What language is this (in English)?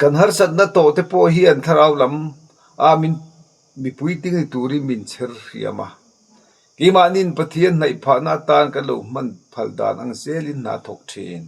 Mizo